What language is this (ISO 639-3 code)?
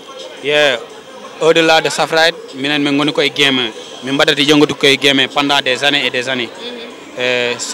ful